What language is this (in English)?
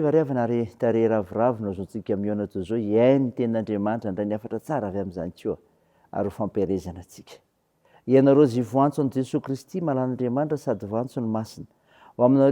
Malagasy